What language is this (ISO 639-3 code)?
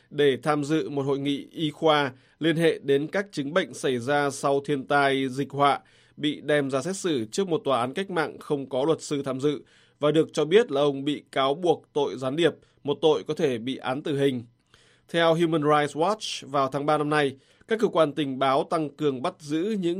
vie